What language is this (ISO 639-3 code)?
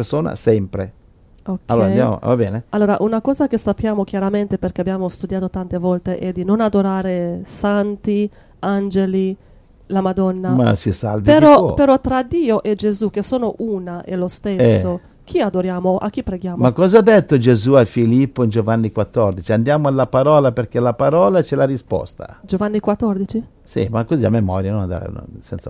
ita